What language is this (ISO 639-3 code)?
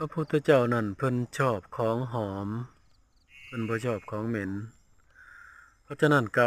lao